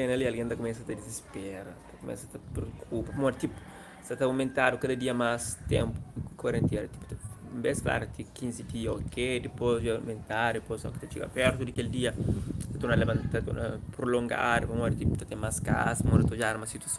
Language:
Kabuverdianu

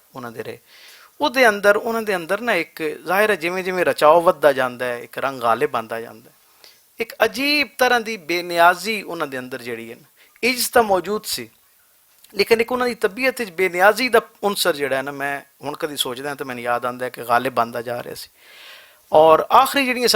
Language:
Western Panjabi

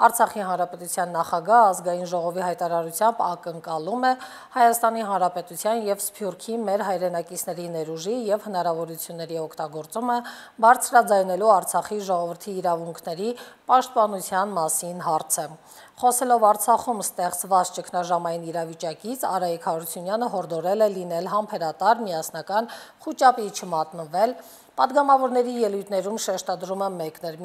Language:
Armenian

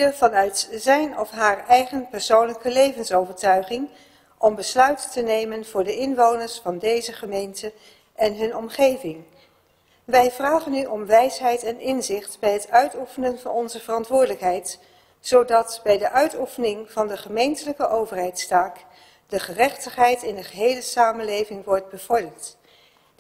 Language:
Dutch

